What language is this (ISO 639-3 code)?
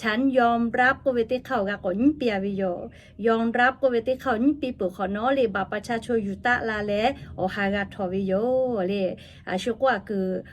lhu